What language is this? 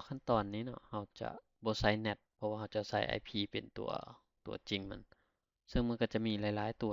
Lao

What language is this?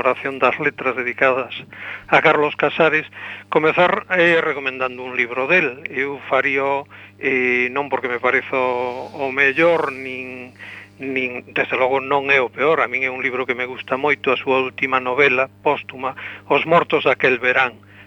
Galician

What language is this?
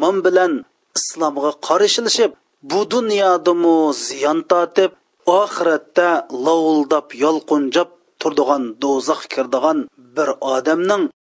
Uyghur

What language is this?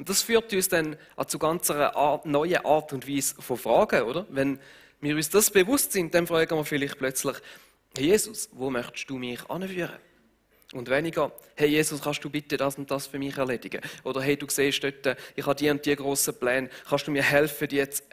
Swiss German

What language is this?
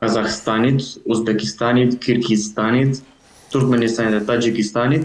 Albanian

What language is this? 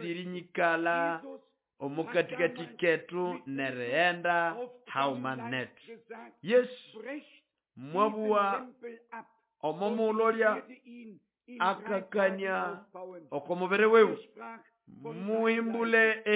Nande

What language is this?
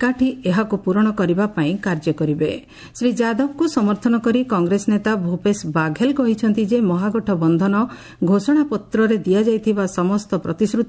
Odia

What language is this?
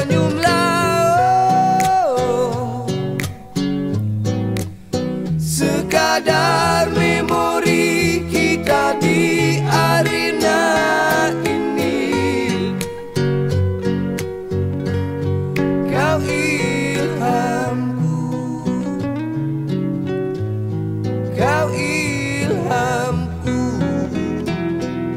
Malay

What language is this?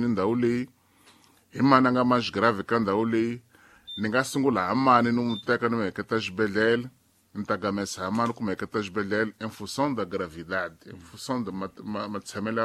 Tsonga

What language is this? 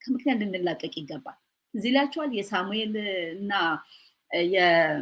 Amharic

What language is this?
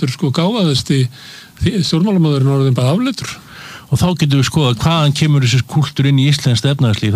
Icelandic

